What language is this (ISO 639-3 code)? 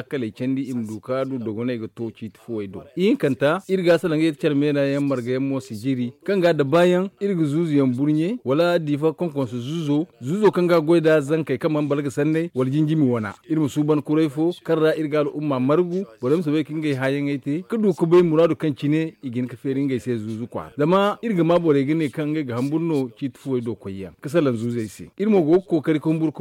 dje